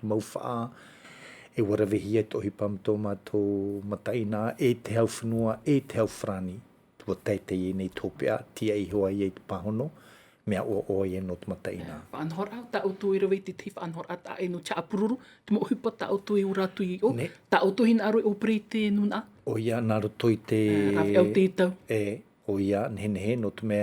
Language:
Tahitian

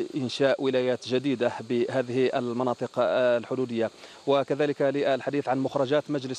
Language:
Arabic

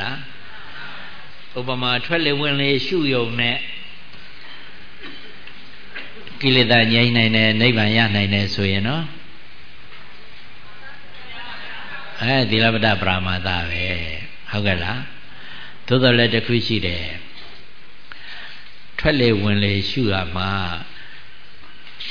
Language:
Burmese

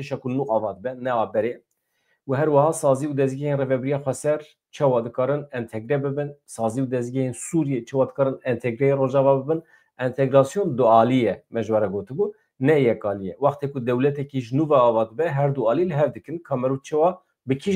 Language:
Kurdish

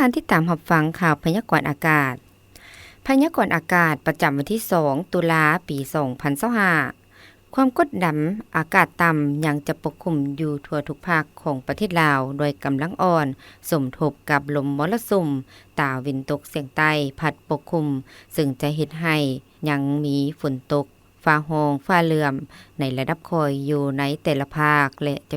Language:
Lao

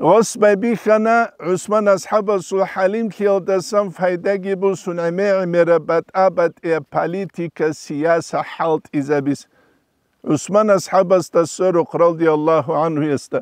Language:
Avaric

